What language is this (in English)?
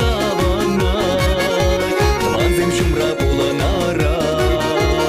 Chuvash